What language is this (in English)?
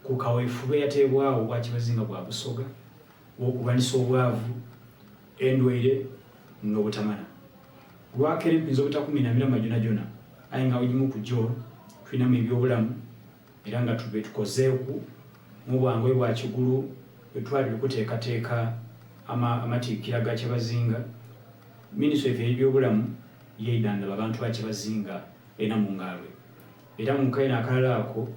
Soga